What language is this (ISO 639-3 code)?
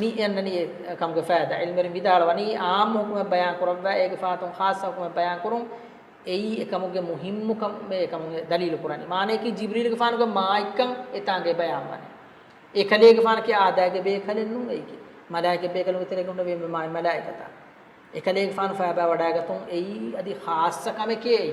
div